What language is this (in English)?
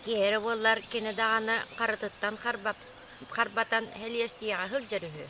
Yakut